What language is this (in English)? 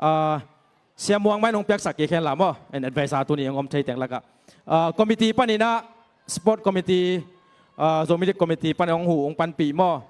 Tedim Chin